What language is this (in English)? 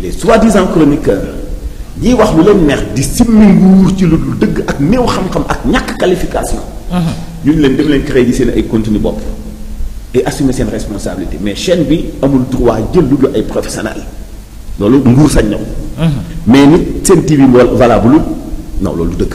Wolof